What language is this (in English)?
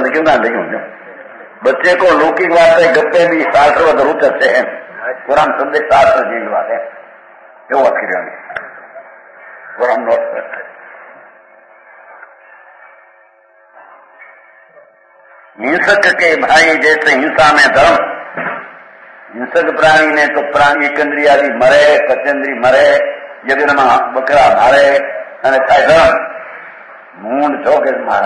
Gujarati